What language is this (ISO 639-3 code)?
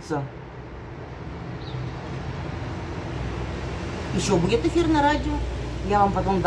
rus